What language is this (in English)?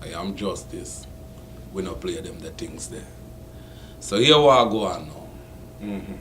Jamaican Creole English